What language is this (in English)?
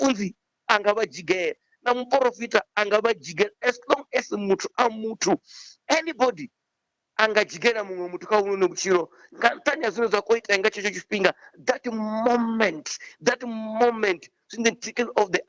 Venda